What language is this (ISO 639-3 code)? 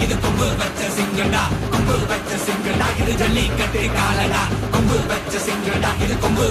tam